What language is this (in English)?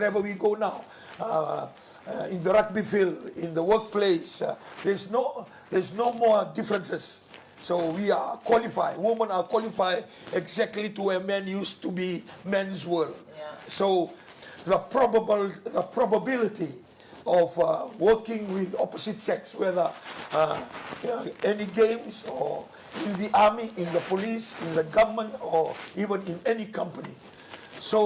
Fijian